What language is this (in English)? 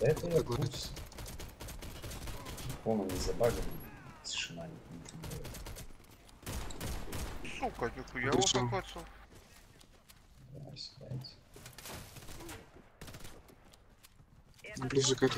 Russian